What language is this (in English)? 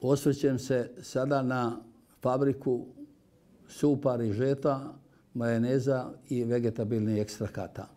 Bosnian